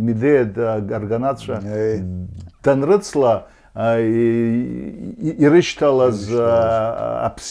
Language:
Abkhazian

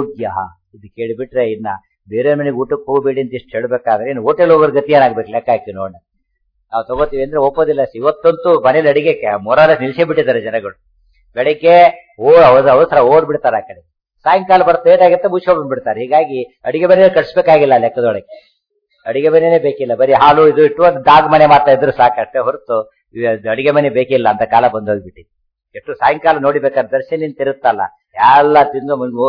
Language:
Kannada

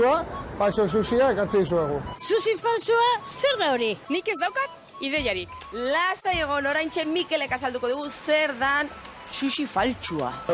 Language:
Basque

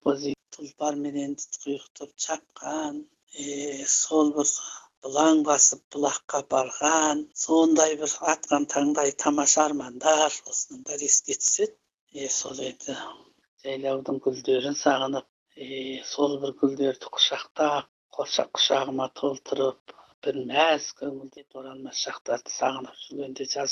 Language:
Kazakh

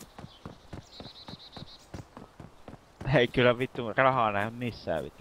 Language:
Finnish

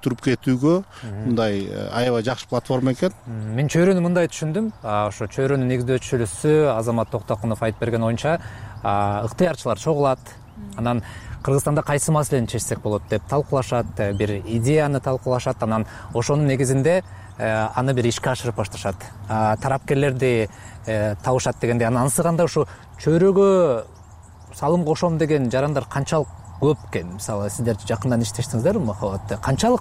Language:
Kyrgyz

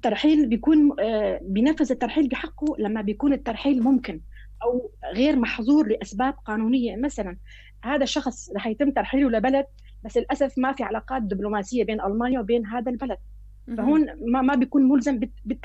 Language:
North Levantine Arabic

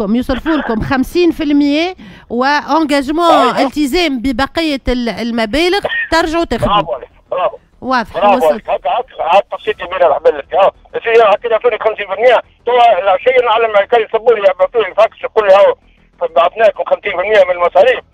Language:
Tunisian Arabic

